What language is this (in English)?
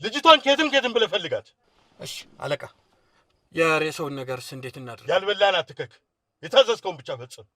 Amharic